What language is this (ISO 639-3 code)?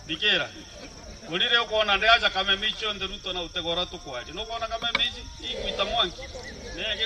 mer